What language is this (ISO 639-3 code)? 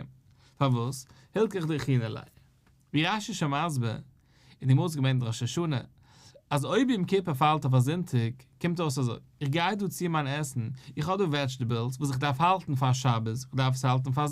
yid